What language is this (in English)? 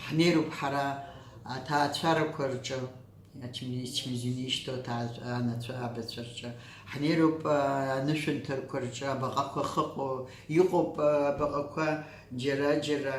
Abkhazian